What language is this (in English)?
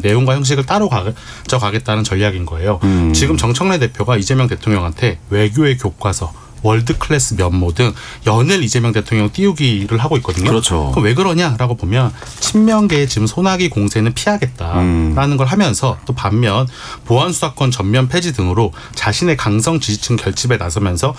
Korean